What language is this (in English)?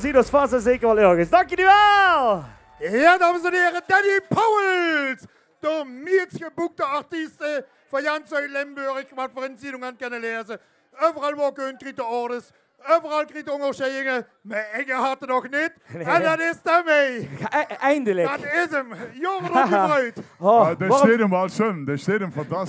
Limburgish